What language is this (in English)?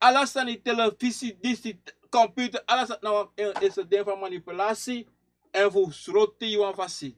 Sranan Tongo